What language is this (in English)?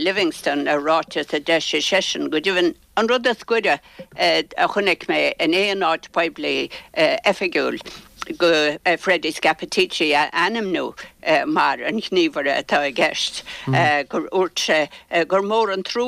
Irish